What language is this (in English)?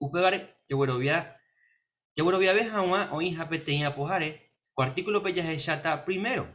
Guarani